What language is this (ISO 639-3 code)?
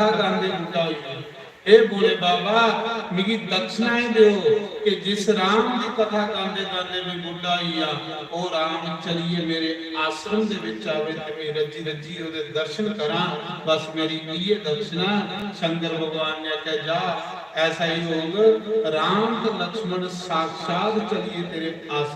doi